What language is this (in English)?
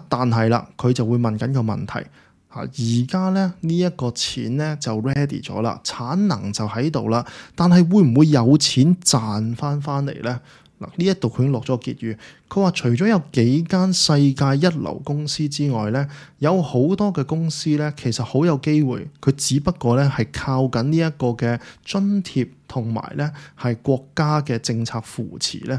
Cantonese